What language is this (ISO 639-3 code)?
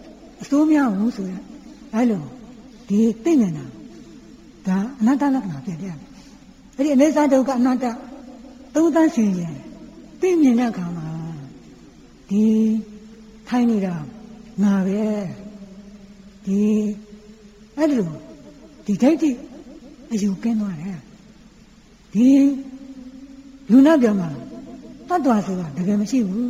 mya